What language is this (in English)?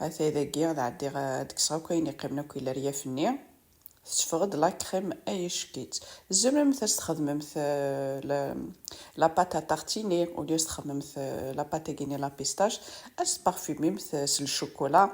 Kabyle